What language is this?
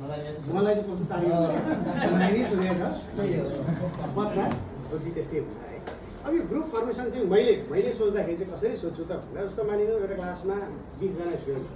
Nepali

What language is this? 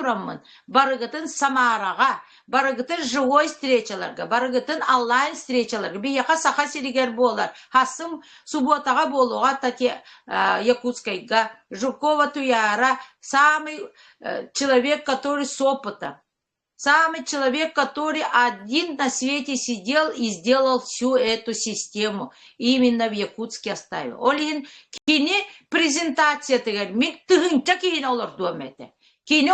Yakut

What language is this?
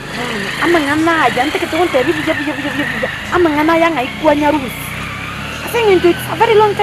Gusii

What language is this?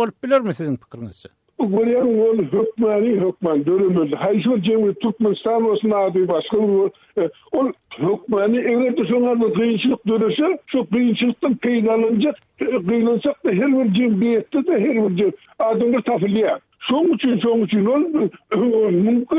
Turkmen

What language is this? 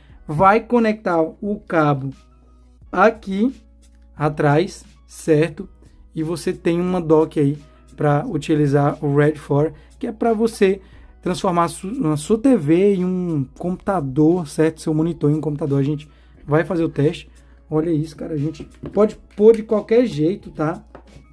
Portuguese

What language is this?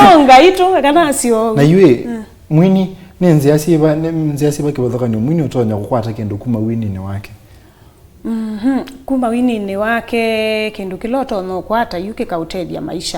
Kamba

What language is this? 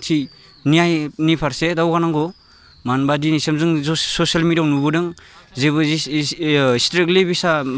Bodo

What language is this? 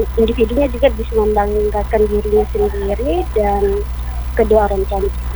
Indonesian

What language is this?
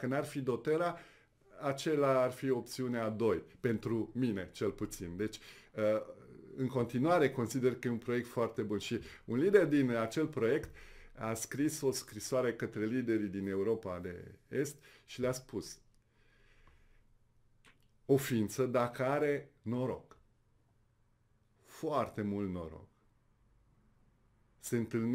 Romanian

